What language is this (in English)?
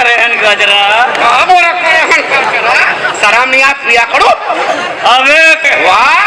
Chhattisgarhi